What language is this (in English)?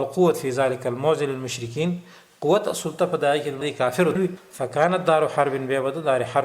Pashto